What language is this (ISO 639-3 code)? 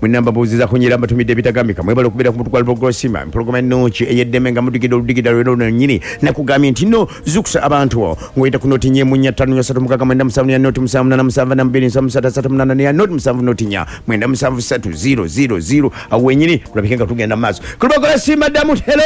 lug